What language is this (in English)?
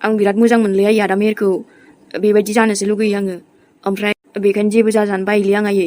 Bodo